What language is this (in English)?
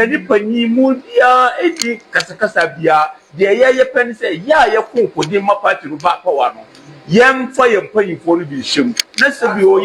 Akan